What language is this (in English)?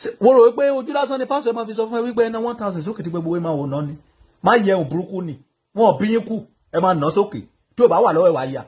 Yoruba